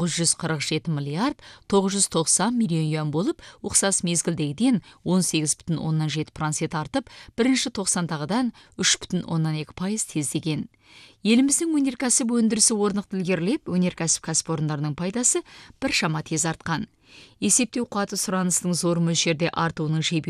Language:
Kazakh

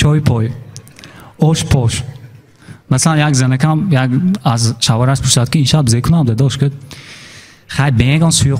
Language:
Tajik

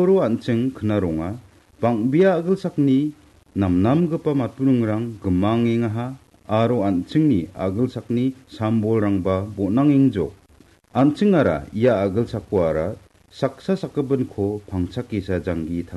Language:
Garo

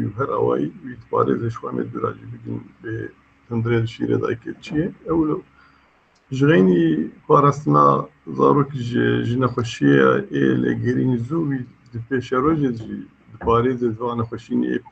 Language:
Kurdish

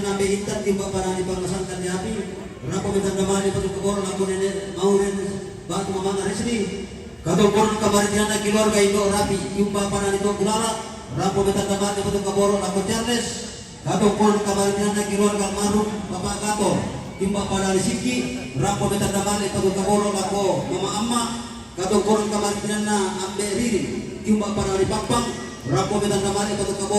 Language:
Toraja-Sa'dan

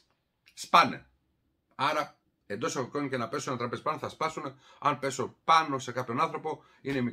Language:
Greek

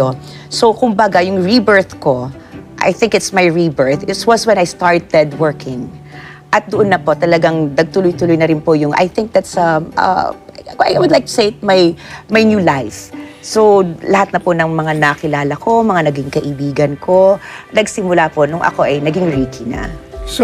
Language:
Filipino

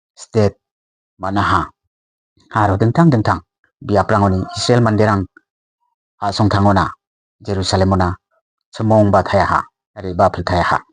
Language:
Garo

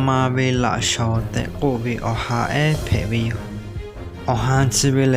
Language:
Lahu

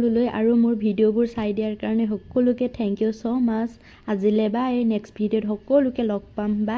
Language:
Assamese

